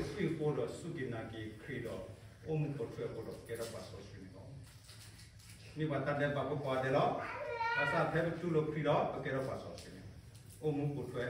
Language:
S'gaw Karen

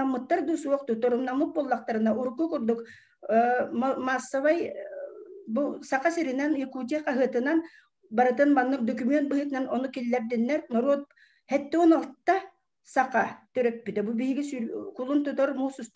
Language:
Yakut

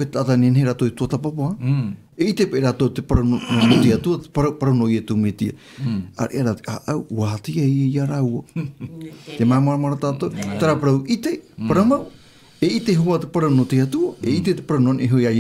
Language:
Tahitian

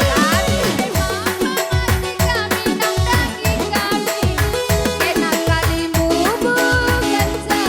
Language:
Batak Karo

